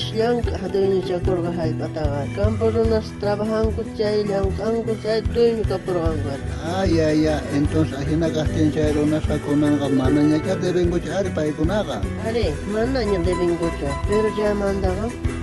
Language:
South Bolivian Quechua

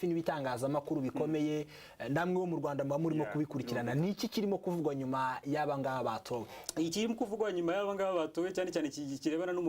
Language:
Kinyarwanda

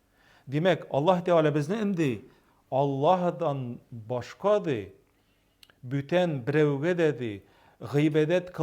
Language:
Tatar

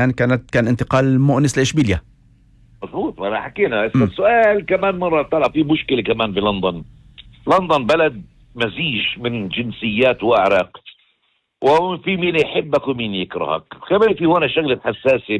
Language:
North Levantine Arabic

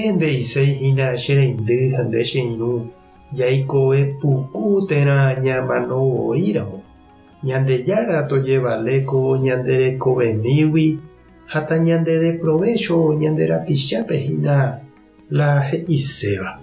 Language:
Guarani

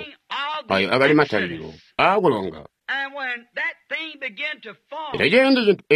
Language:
Tonga (Zambia)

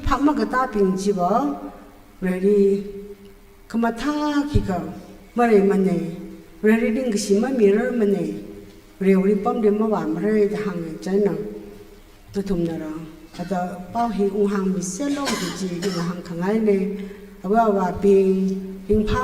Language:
Tangkhul Naga (India)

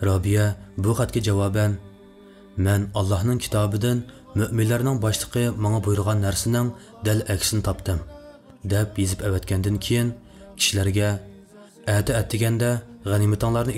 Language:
Uyghur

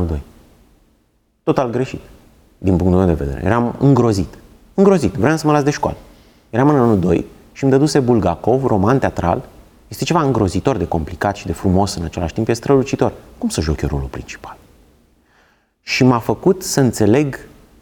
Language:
Romanian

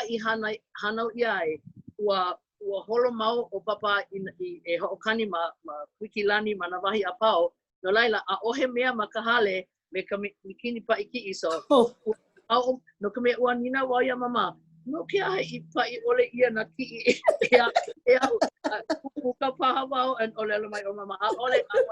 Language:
Hawaiian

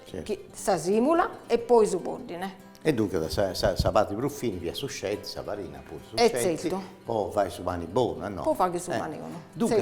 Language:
Sardinian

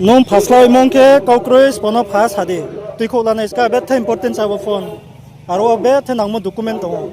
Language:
Riang (India)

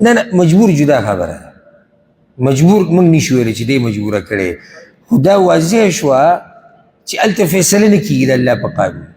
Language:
Pashto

